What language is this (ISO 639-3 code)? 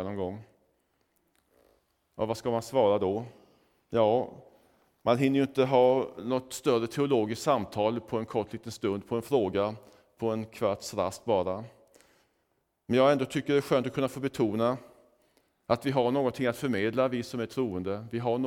swe